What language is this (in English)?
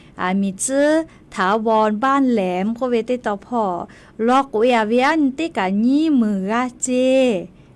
Lahu